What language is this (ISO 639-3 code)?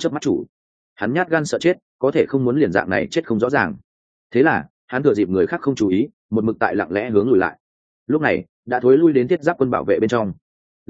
vie